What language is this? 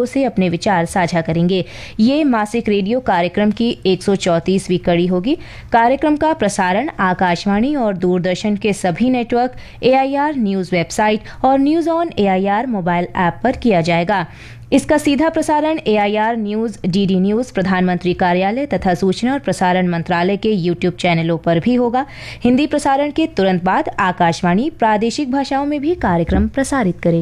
Hindi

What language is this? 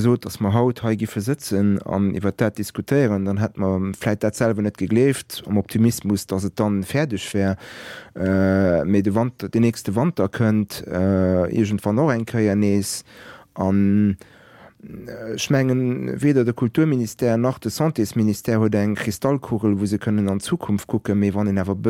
Luxembourgish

